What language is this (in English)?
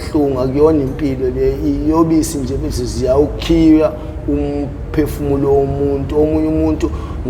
Zulu